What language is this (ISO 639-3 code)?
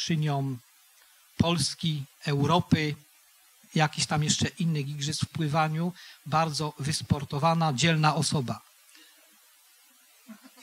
pol